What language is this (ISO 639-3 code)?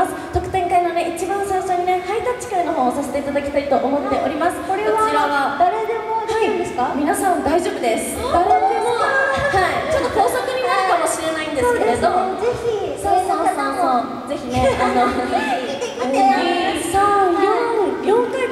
jpn